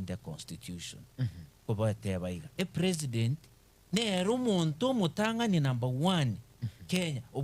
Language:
Gusii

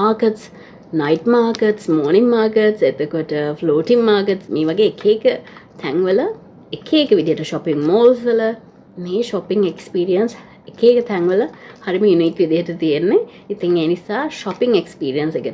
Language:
Sinhala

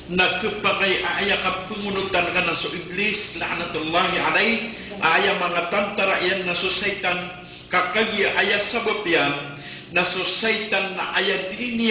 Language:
Maranao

